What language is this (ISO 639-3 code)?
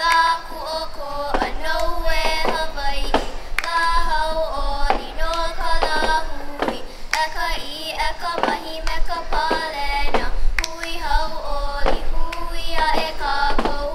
haw